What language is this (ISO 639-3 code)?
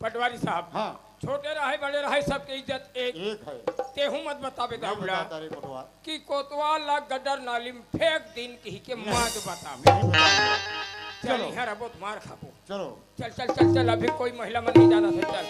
hne